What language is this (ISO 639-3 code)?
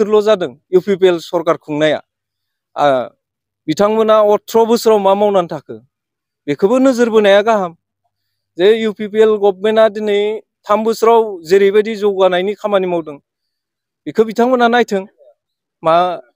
brx